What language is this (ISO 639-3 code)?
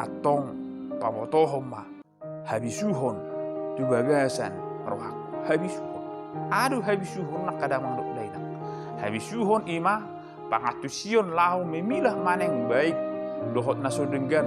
bbc